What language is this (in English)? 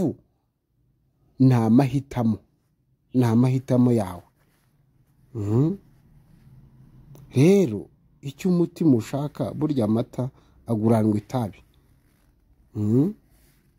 Kinyarwanda